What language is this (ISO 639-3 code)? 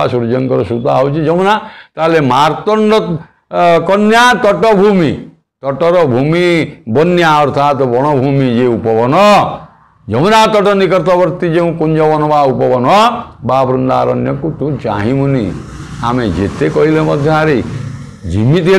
ori